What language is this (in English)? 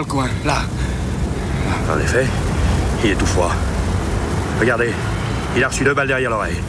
French